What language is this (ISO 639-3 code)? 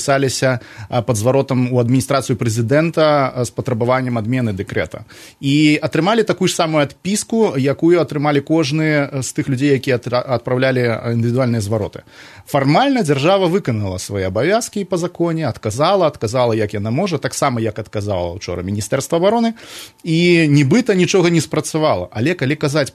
bel